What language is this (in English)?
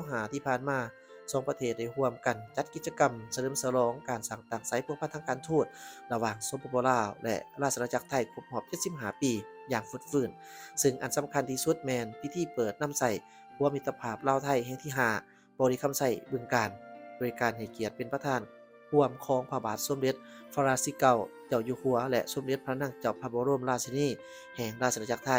Lao